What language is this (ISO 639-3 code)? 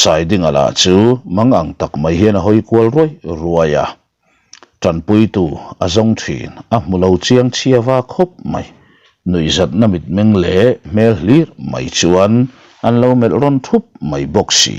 lus